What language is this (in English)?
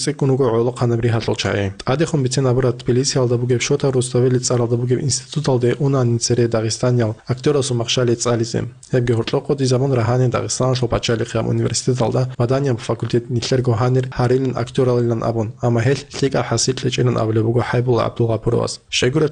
Avaric